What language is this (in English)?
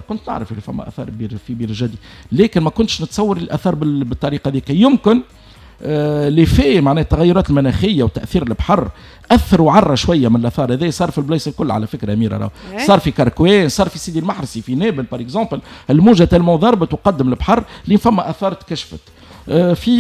Tunisian Arabic